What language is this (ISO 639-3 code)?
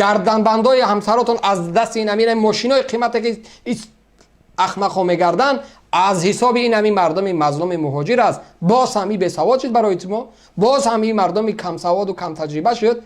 tgk